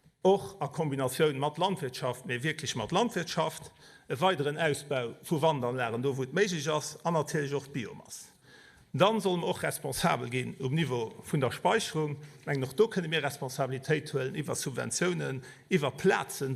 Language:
Luxembourgish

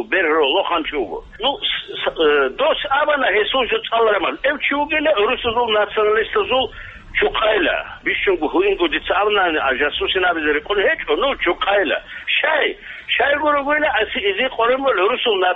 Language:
Avaric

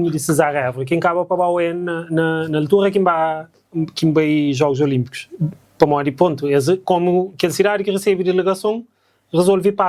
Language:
Kabuverdianu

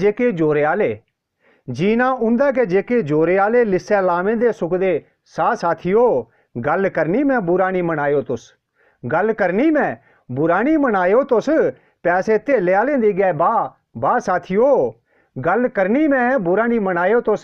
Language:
Dogri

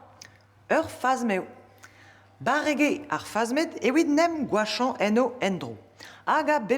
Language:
Breton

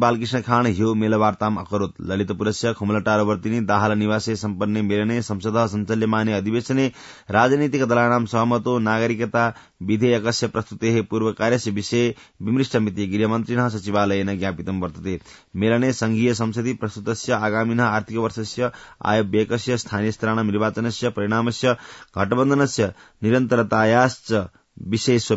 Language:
Sanskrit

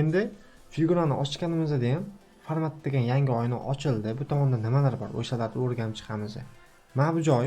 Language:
Uzbek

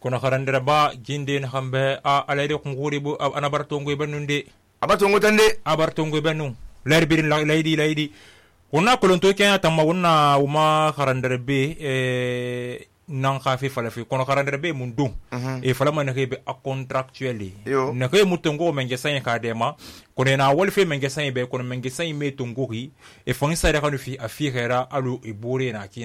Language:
Susu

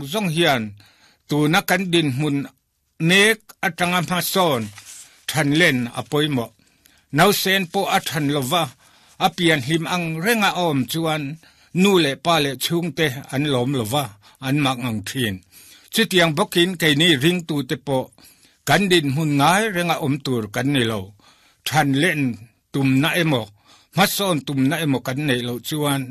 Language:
Mizo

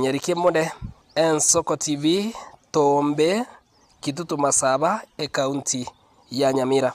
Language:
Gusii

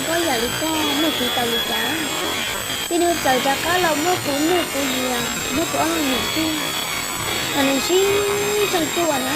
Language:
Hmong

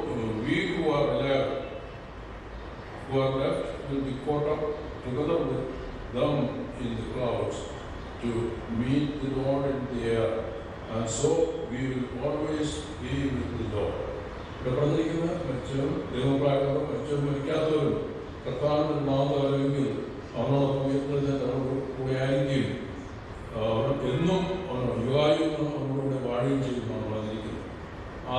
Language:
Malayalam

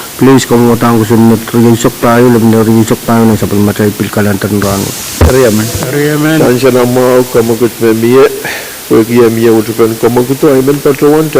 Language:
Pohnpeian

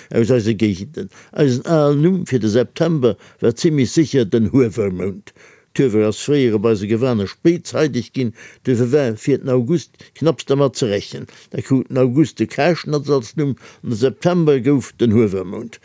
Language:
Luxembourgish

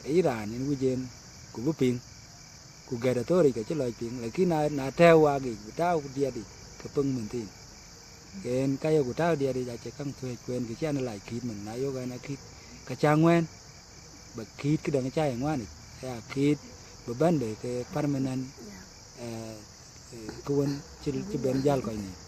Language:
Dinka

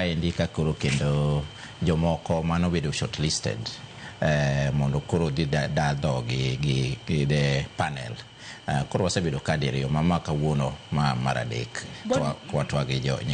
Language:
Luo (Kenya and Tanzania)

